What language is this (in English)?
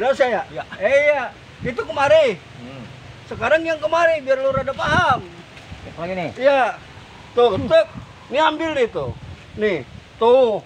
Betawi